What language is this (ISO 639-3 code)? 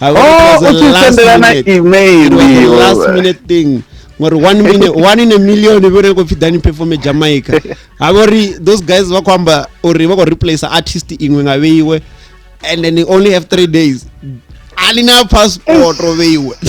ven